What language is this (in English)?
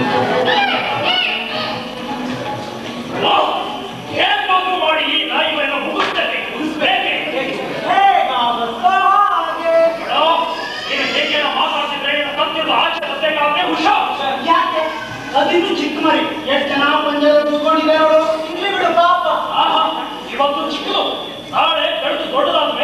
Kannada